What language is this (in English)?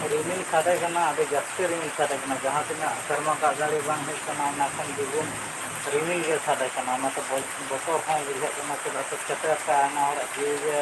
Santali